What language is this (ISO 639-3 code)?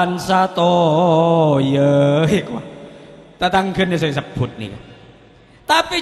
mad